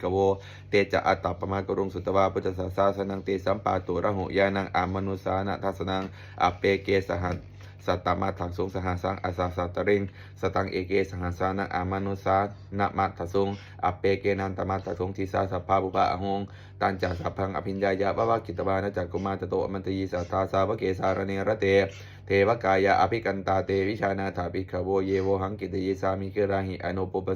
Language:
Pali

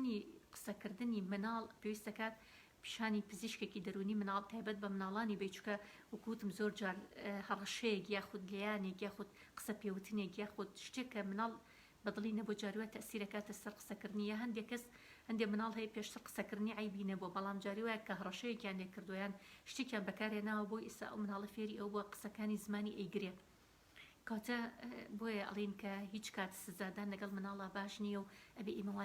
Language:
Central Kurdish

